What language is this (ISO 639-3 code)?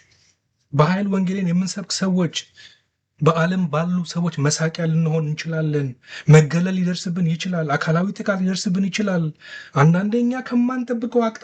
amh